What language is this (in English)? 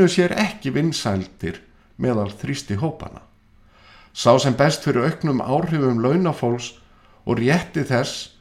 Icelandic